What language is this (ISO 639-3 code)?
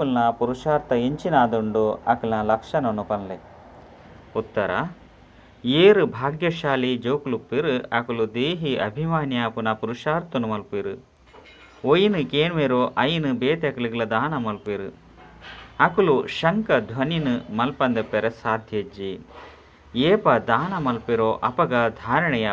tcy